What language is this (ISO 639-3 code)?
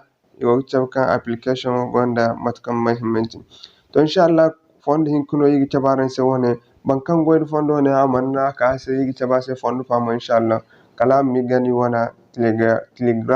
dje